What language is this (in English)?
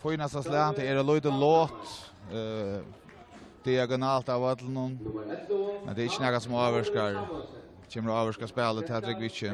Faroese